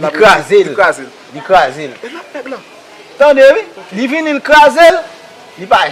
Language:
Haitian Creole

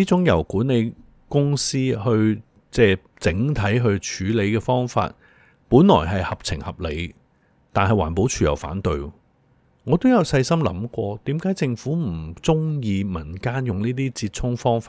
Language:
Cantonese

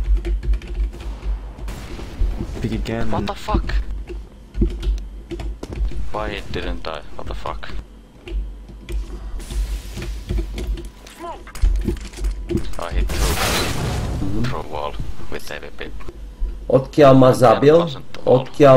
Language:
Slovak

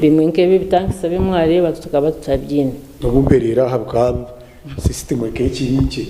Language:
Nyankole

